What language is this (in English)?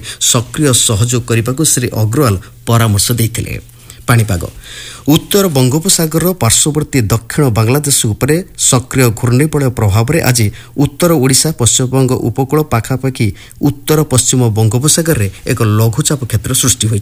Odia